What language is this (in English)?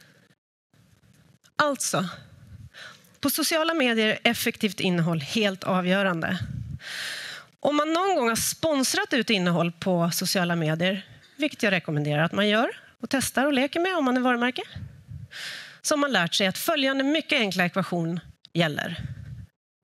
Swedish